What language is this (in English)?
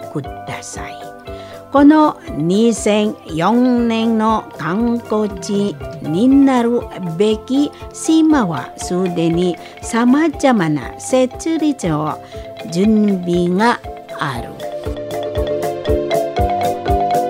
Japanese